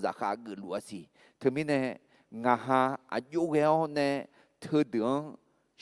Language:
Akha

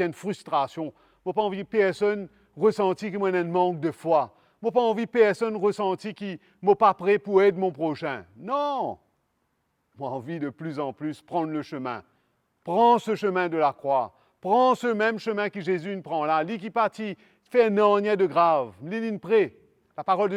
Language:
Morisyen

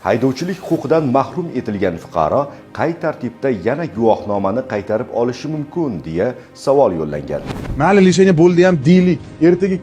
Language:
Uzbek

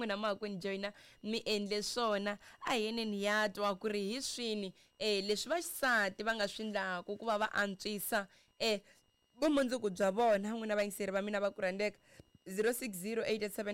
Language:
Tsonga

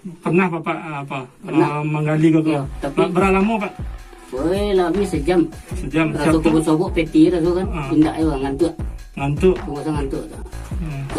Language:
Minangkabau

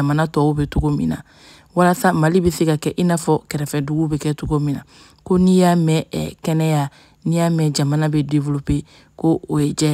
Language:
Bambara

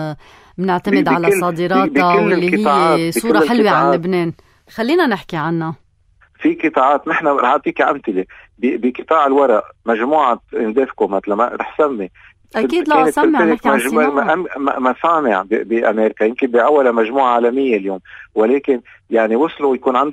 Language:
North Levantine Arabic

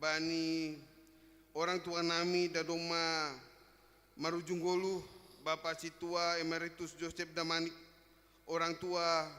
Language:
Batak Simalungun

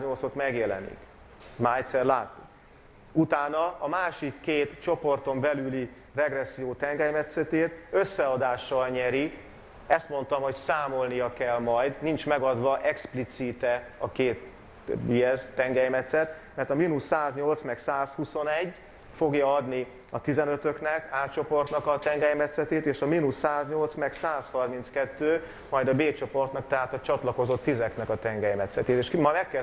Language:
Hungarian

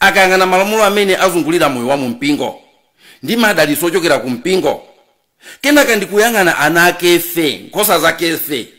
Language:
Nyanja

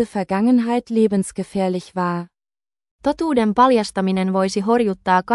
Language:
Finnish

